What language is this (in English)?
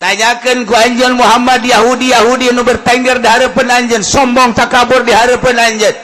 Sundanese